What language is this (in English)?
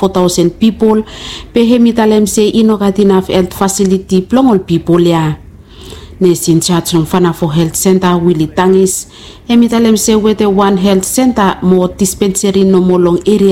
Bislama